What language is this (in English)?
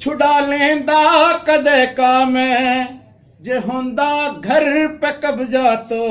Haryanvi